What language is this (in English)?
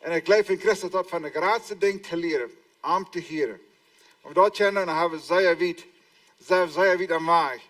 Plautdietsch